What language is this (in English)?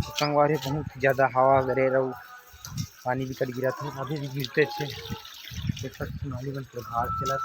Chhattisgarhi